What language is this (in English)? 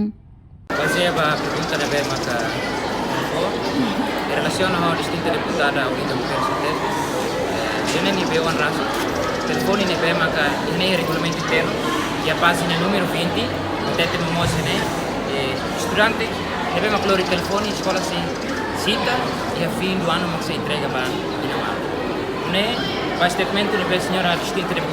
Tetum